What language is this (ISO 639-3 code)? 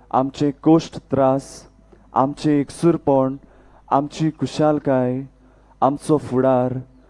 kok